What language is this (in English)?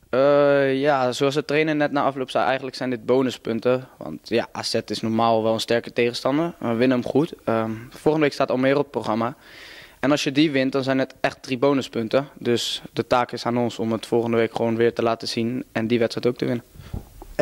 Dutch